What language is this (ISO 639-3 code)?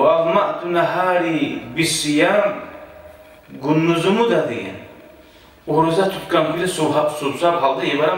kum